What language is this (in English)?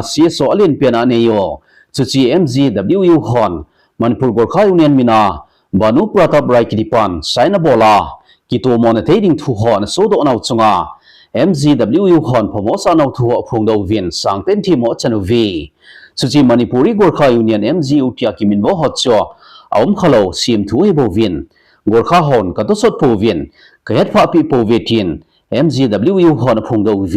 Thado Chin